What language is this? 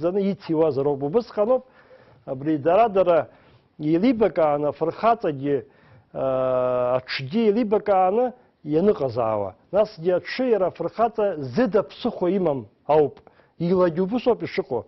Abkhazian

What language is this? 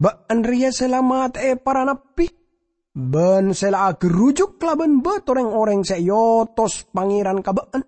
Madurese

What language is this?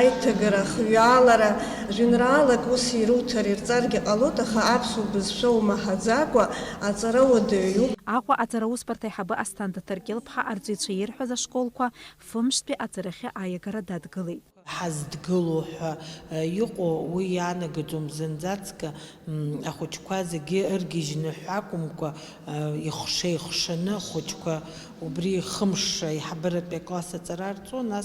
Abkhazian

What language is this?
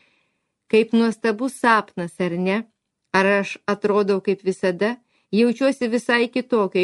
Lithuanian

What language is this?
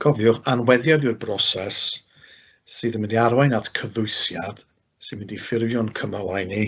Welsh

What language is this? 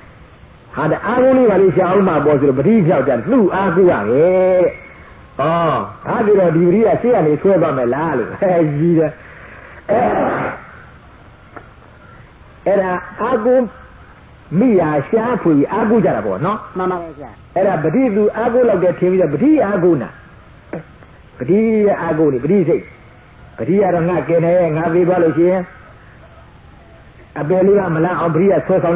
Burmese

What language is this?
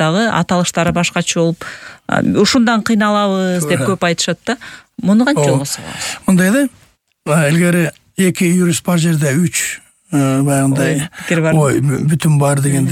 Kyrgyz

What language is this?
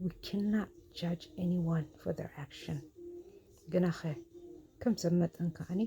Tigrinya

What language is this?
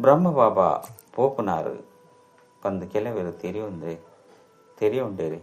Tulu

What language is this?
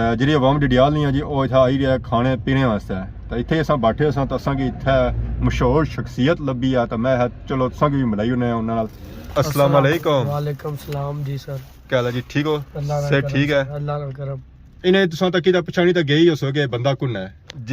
Pahari-Potwari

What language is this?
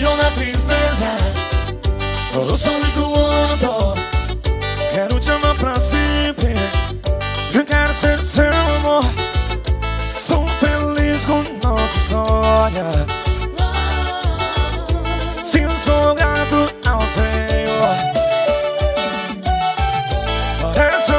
Portuguese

